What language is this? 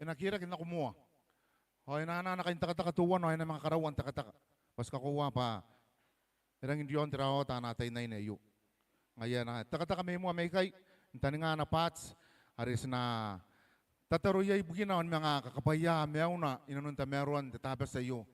Gilbertese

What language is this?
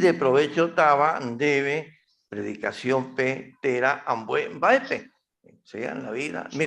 Guarani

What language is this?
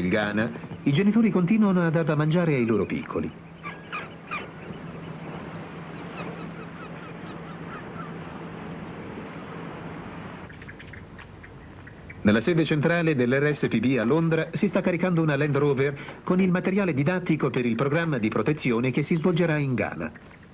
Italian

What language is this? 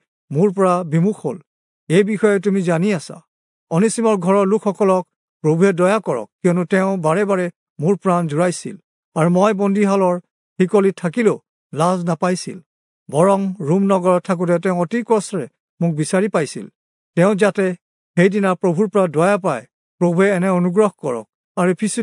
Assamese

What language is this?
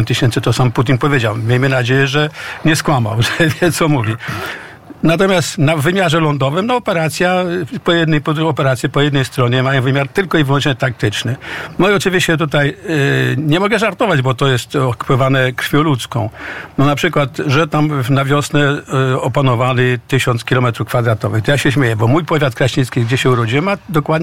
Polish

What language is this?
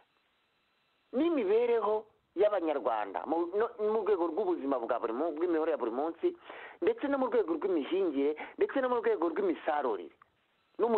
Kinyarwanda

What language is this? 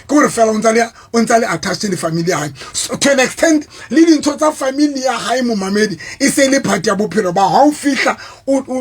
Southern Sotho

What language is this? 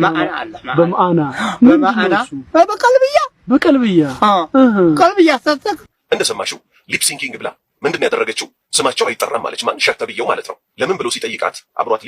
Amharic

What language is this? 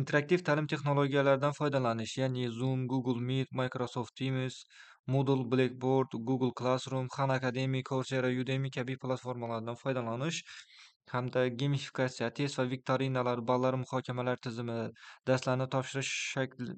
Uzbek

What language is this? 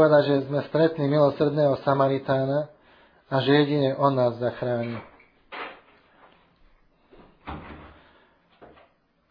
Slovak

